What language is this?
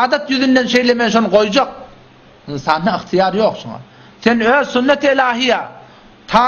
Turkmen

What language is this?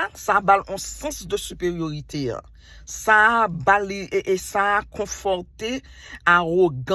Haitian Creole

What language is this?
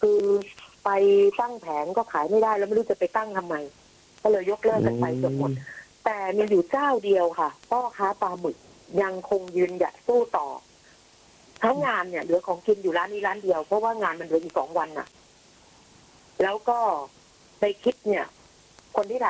Thai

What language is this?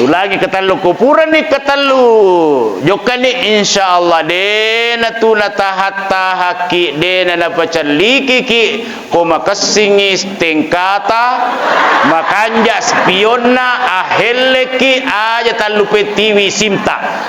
Buginese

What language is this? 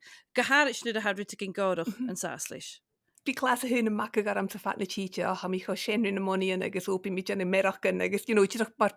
Scottish Gaelic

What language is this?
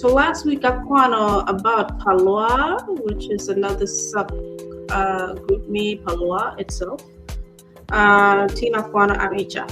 Acoli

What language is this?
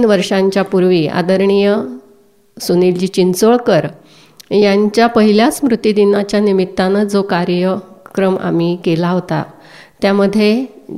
Marathi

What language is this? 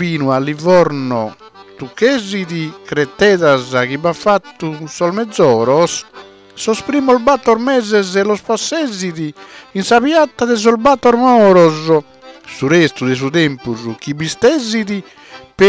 Sardinian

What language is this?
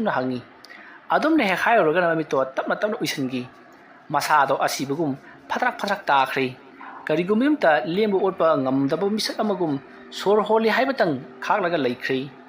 Manipuri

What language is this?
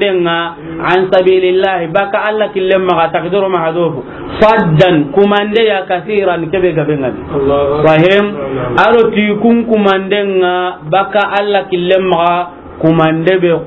Soninke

